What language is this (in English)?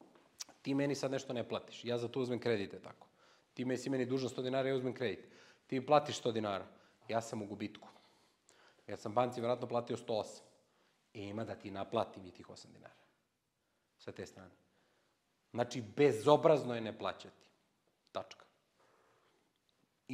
Serbian